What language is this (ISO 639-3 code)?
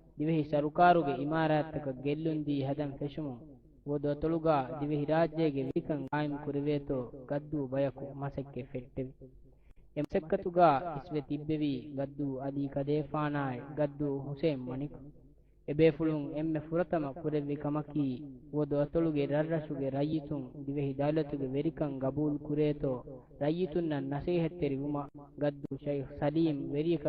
div